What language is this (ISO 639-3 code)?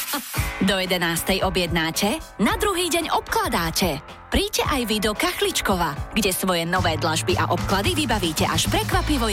slk